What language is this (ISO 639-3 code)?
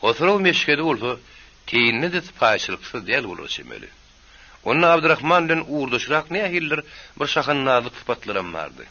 tuk